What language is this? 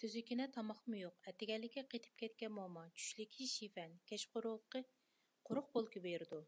Uyghur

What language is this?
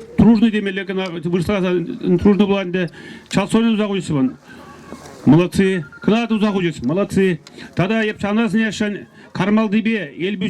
Chuvash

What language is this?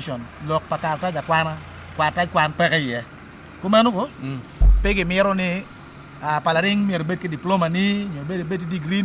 Acoli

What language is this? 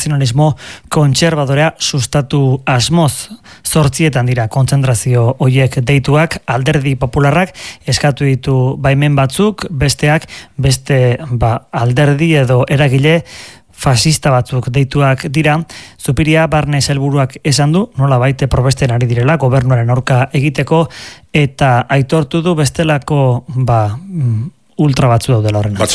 Basque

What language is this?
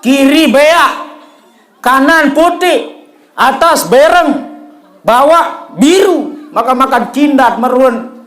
Sasak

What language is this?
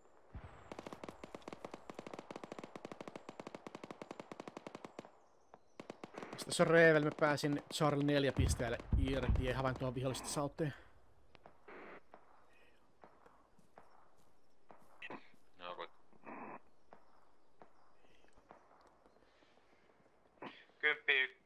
Finnish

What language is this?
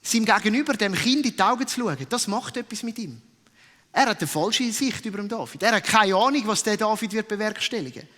Swiss German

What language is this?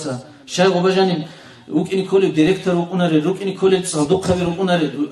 Avaric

